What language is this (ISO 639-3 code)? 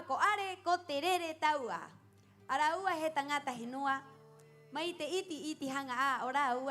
rap